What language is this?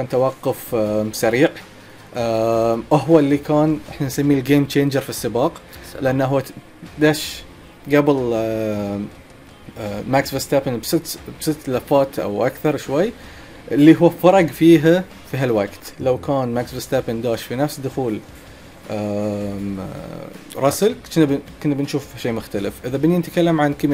Gulf Arabic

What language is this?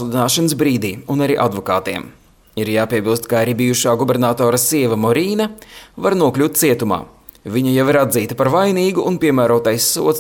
Latvian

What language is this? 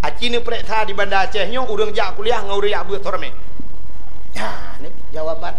Achinese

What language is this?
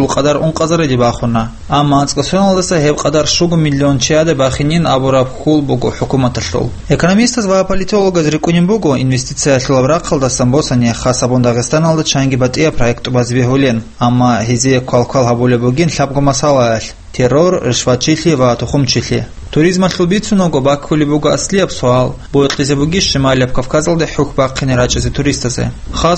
Avaric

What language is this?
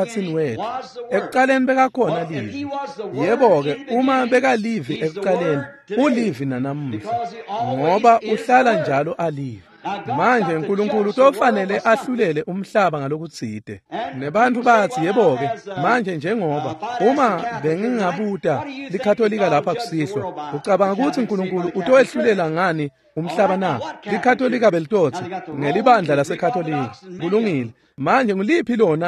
Swati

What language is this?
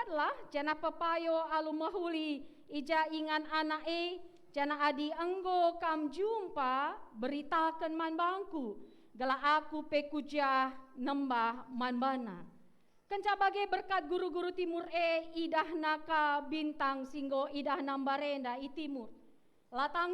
Batak Karo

